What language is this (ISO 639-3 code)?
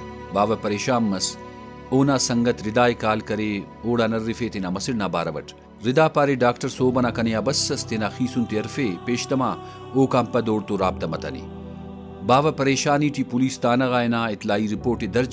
brh